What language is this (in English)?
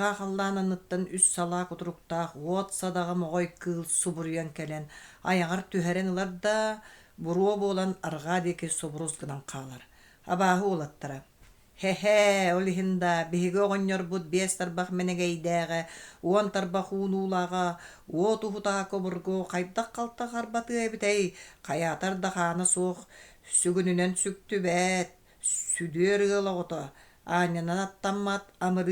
Yakut